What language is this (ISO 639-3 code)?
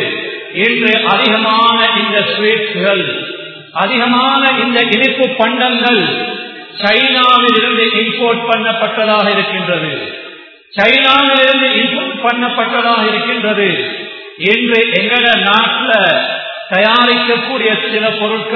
tam